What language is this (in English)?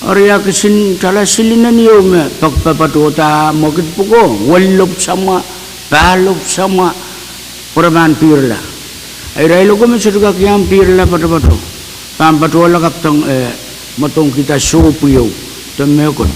Pohnpeian